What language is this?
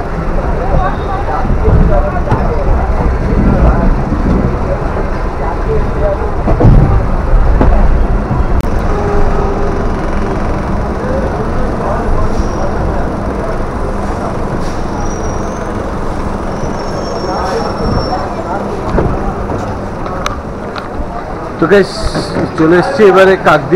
Bangla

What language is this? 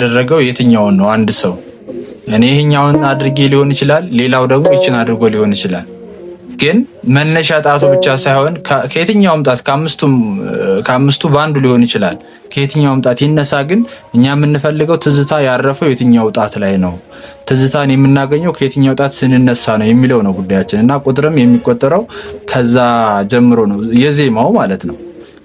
Amharic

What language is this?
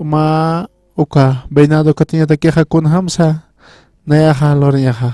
Aymara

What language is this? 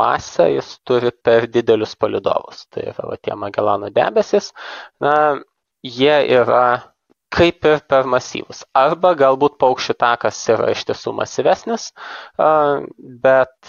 Lithuanian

